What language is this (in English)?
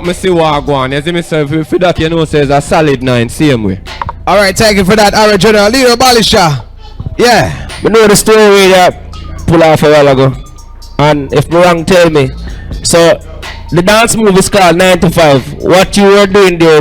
Jamaican Creole English